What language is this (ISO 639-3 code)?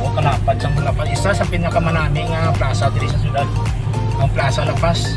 hil